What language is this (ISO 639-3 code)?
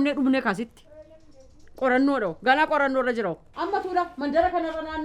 orm